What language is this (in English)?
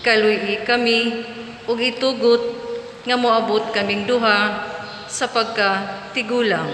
Cebuano